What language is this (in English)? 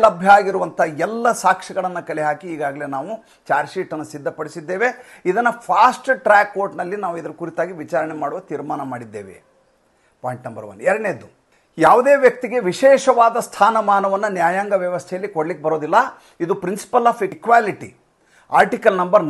Kannada